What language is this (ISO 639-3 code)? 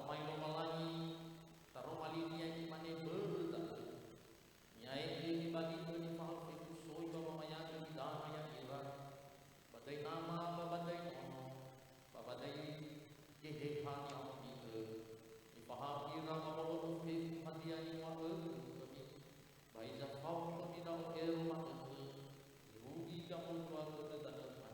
nia